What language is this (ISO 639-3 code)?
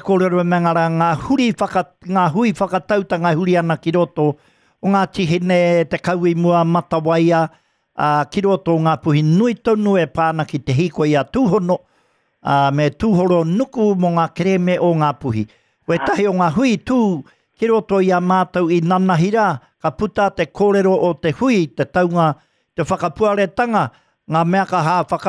mri